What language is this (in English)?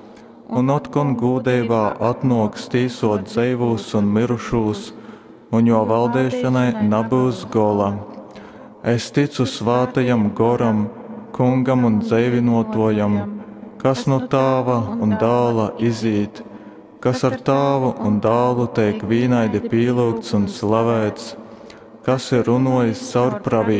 Latgalian